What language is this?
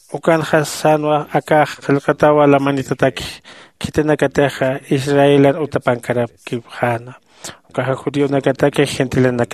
Aymara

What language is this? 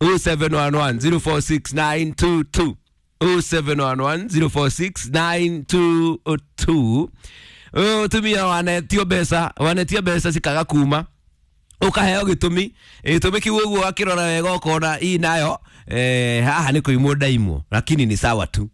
Kikuyu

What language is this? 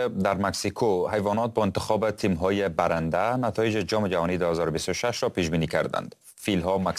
Persian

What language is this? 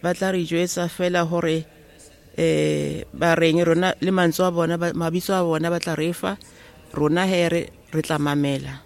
Southern Sotho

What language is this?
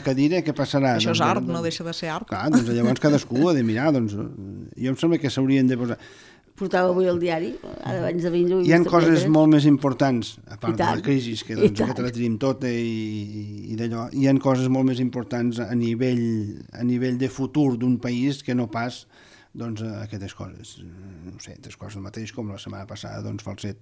Catalan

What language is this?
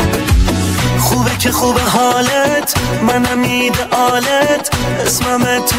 Persian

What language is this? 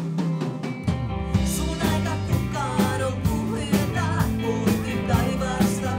Finnish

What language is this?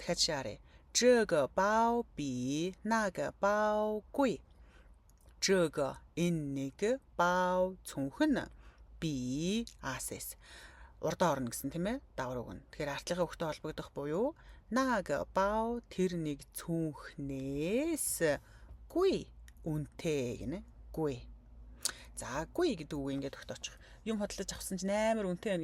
Mongolian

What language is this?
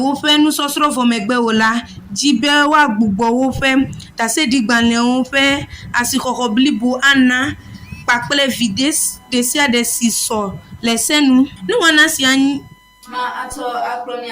Ewe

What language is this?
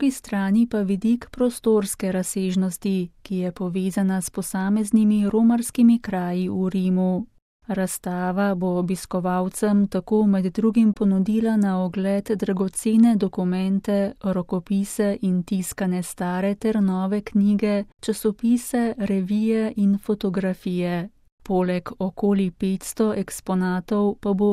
Slovenian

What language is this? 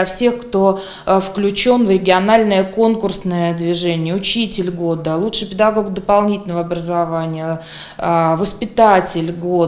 Russian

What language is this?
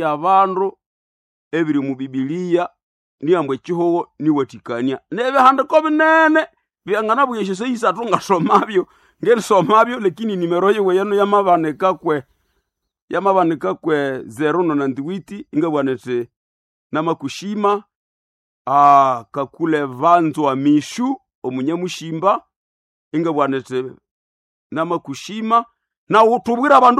Nande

